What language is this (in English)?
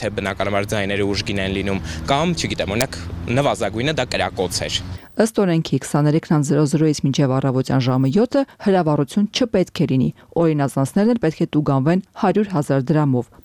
Armenian